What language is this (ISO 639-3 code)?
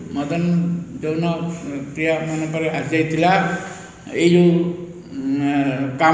ori